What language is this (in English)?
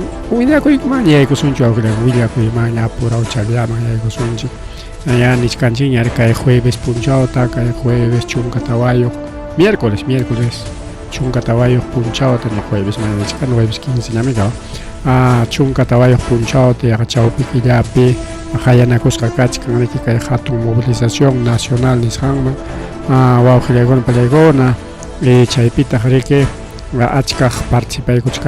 Ayacucho Quechua